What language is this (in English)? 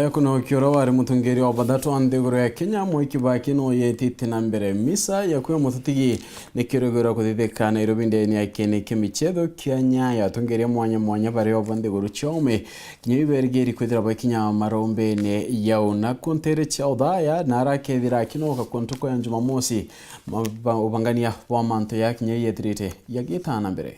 Meru